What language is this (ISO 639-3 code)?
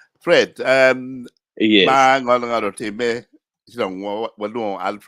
ach